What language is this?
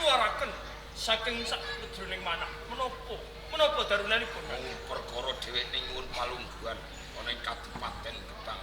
Javanese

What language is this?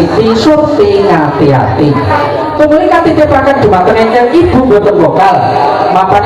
Javanese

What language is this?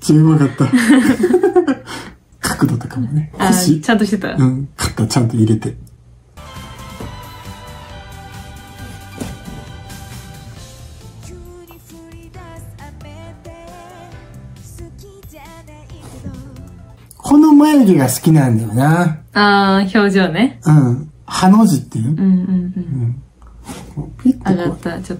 Japanese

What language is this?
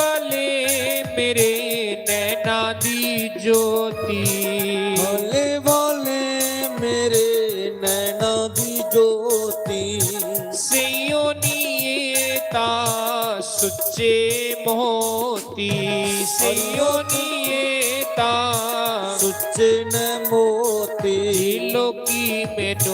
Dogri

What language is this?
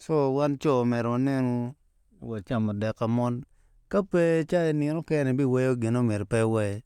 Acoli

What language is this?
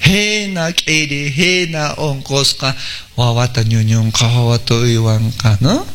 Quechua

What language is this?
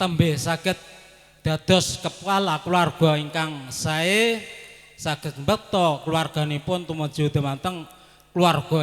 Javanese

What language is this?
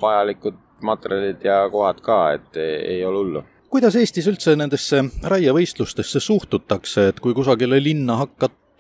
Estonian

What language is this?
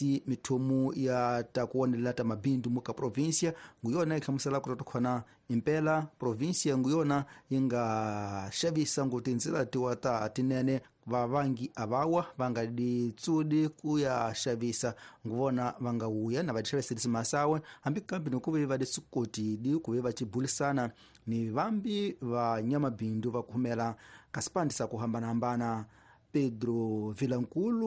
Tsonga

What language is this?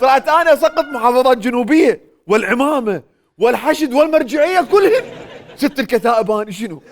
Mesopotamian Arabic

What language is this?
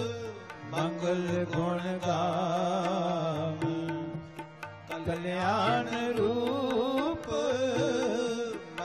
Punjabi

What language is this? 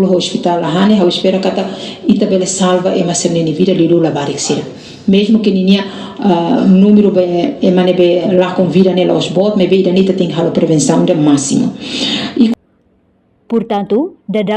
Tetum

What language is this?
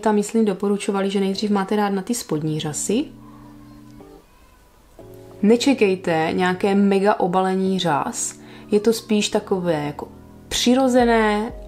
Czech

